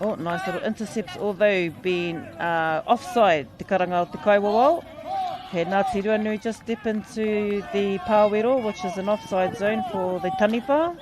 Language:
Māori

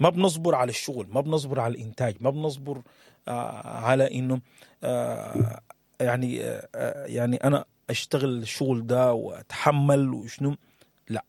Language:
Sudanese Arabic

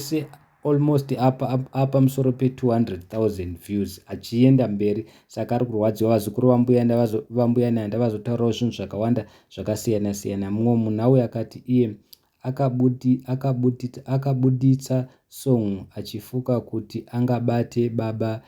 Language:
Shona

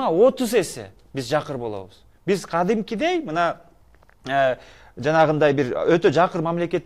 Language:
Kyrgyz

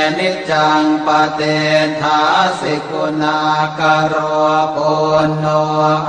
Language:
Pali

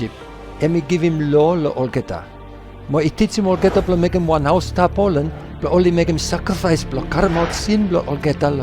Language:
Bislama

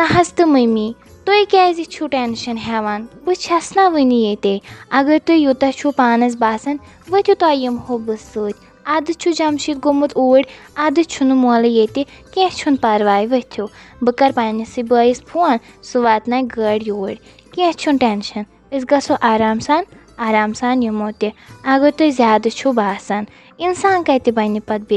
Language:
Kashmiri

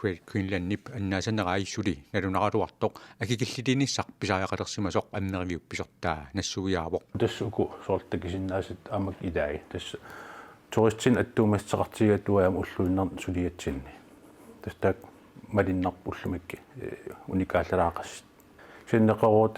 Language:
Kalaallisut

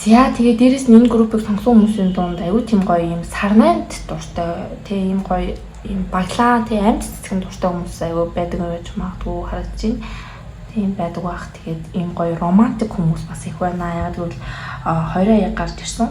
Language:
Mongolian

